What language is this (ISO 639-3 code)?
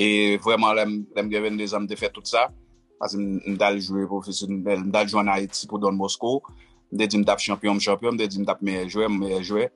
hat